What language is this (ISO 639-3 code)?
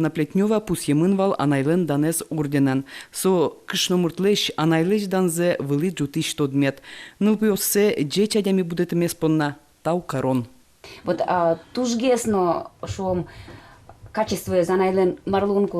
udm